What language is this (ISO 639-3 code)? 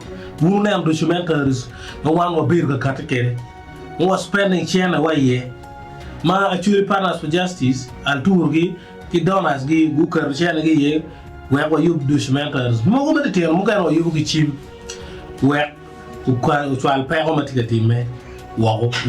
ach